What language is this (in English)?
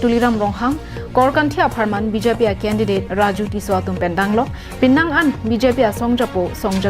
Karbi